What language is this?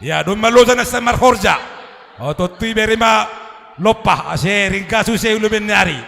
Batak Simalungun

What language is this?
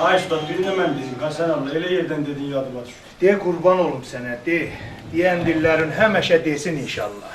South Azerbaijani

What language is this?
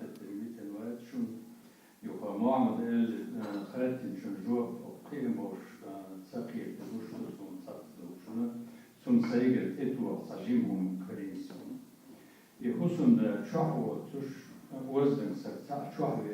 Chechen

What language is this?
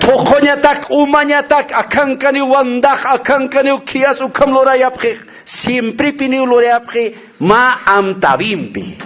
Aymara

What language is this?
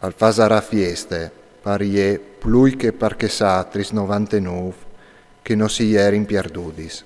Friulian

